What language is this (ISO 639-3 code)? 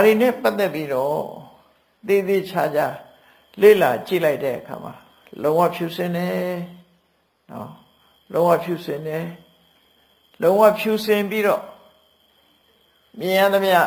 mya